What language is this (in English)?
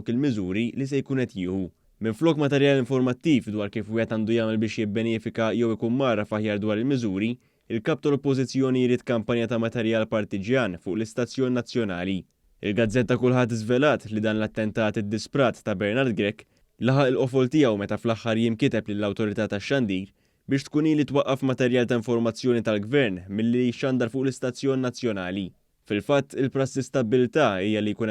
Maltese